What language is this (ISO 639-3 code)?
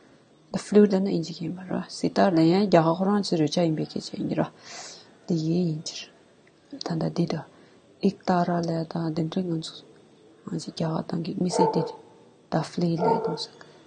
bod